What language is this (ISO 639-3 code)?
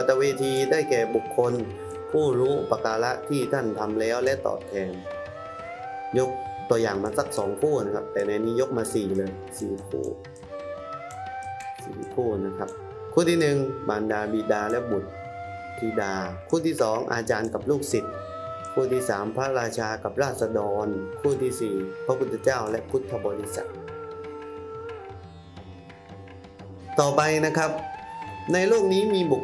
tha